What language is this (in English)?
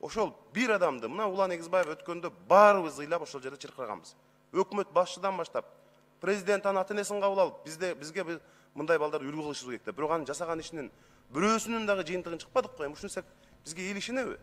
Kyrgyz